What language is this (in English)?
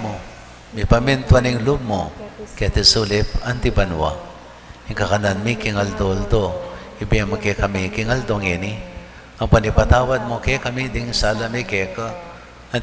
Pampanga